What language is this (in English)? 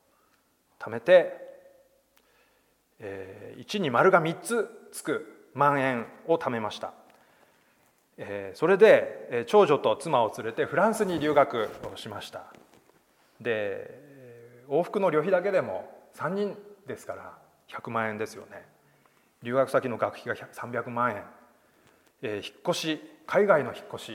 Japanese